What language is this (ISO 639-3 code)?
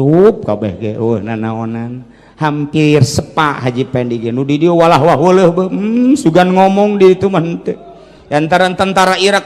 sun